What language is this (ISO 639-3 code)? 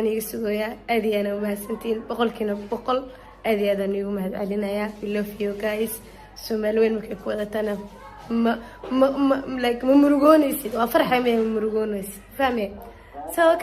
som